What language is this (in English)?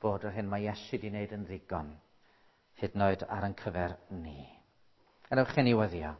Welsh